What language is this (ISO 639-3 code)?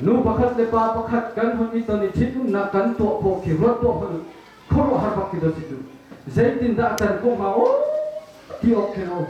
cnh